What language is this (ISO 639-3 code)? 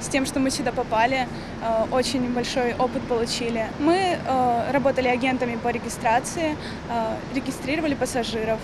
crh